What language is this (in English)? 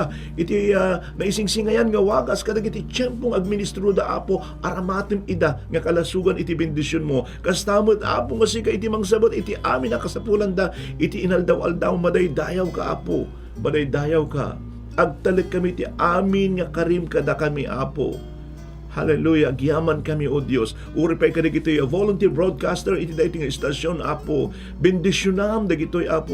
Iloko